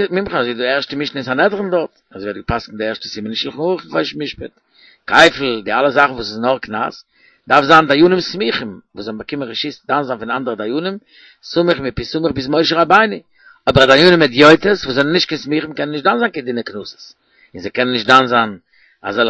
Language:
Yiddish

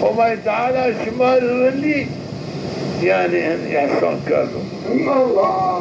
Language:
Zaza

